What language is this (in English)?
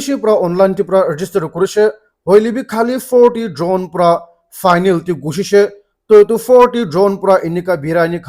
Naga Pidgin